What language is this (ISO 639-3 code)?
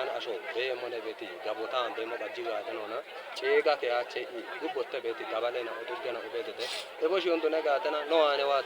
kbr